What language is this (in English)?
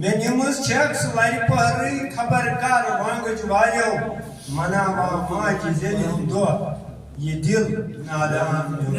Kashmiri